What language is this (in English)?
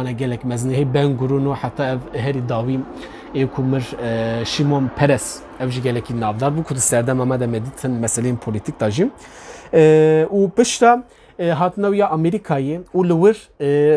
Kurdish